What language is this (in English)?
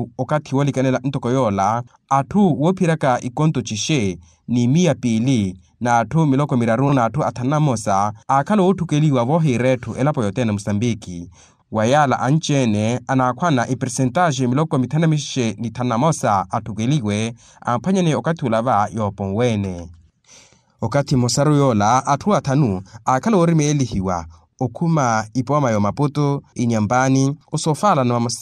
Makhuwa